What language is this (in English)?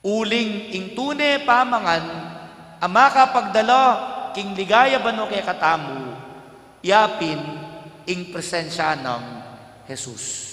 Pampanga